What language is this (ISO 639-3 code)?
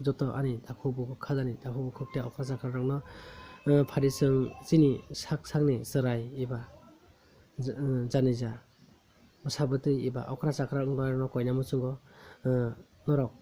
trp